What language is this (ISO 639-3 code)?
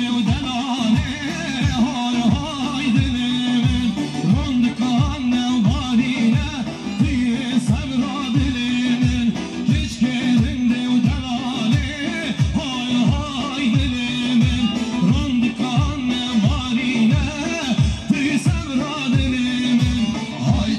kur